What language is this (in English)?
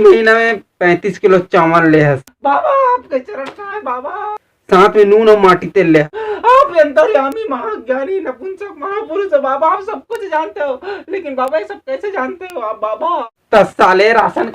Chhattisgarhi